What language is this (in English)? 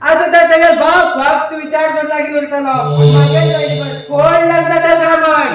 Konkani